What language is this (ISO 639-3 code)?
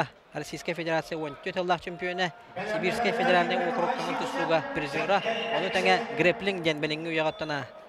sah